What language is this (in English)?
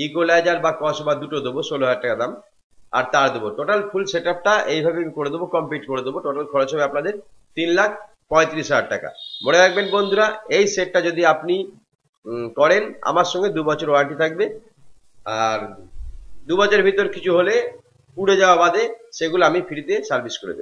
Bangla